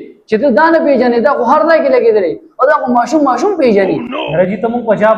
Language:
Pashto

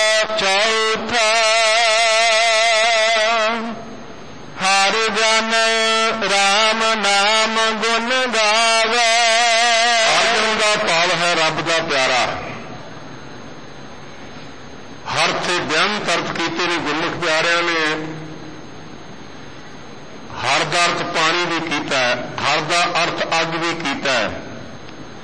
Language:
Punjabi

